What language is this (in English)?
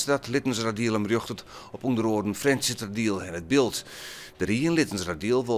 Western Frisian